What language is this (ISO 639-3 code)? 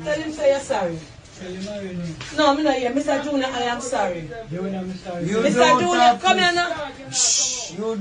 jam